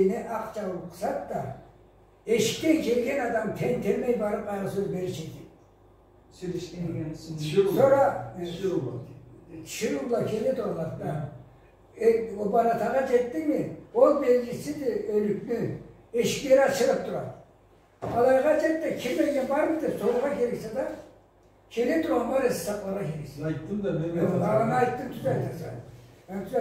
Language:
Karachay-Balkar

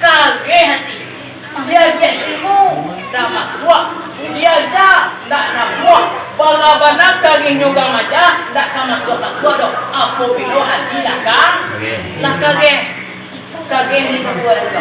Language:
Minangkabau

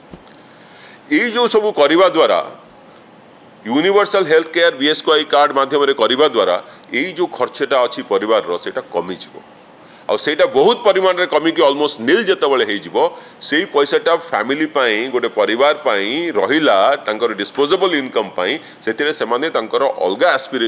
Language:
Odia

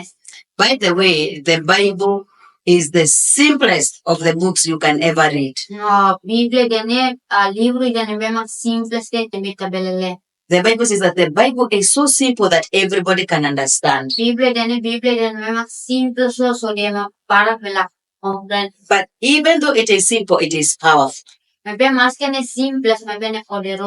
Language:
Tetum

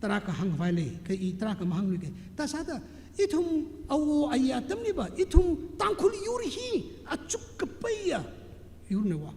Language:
Tangkhul Naga (India)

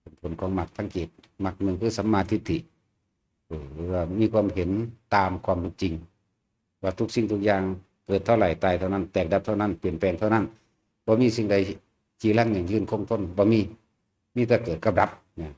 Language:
Lao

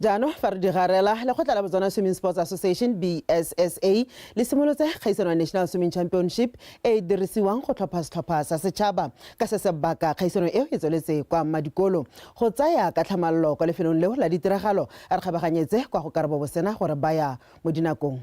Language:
Tswana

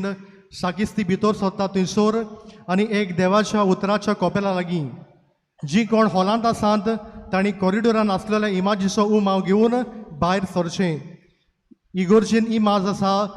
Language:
Konkani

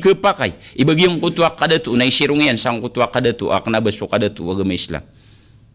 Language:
Maranao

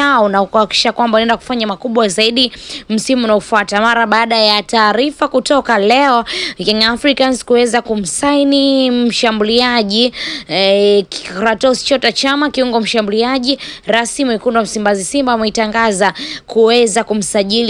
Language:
Swahili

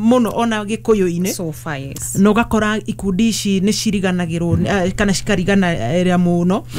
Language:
Kikuyu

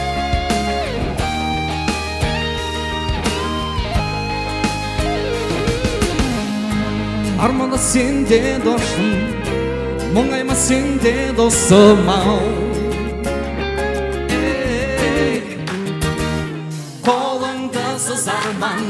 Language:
Kazakh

